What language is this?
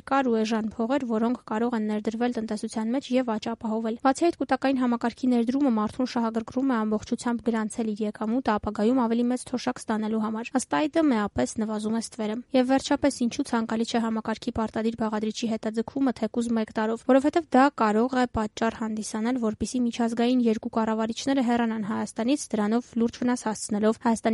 Armenian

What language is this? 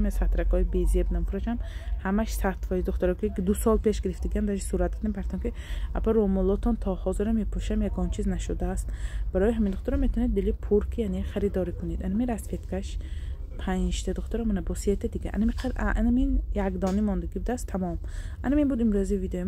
Tajik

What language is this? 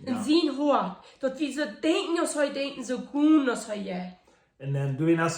Plautdietsch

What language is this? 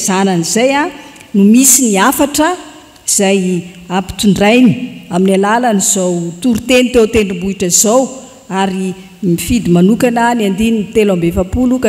Malagasy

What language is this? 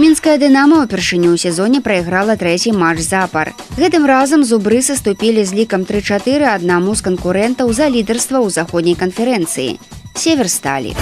Belarusian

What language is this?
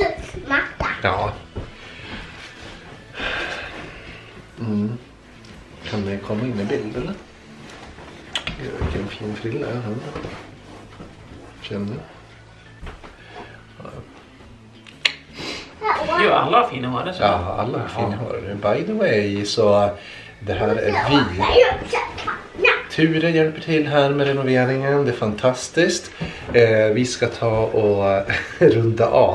Swedish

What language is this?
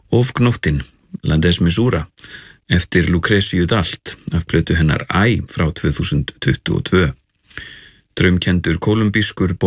Icelandic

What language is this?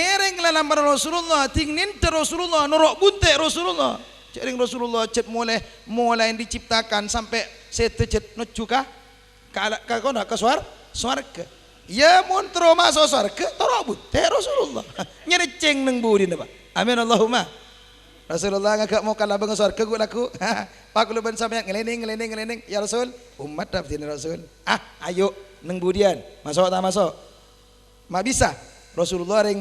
Madurese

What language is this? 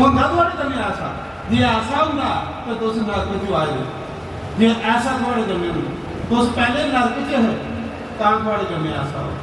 Dogri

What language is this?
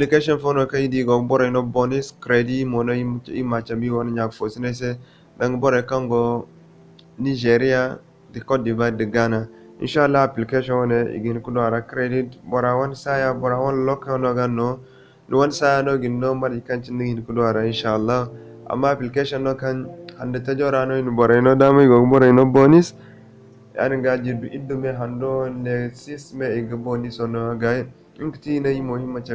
Zarma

